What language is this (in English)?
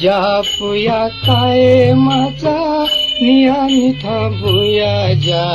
Newari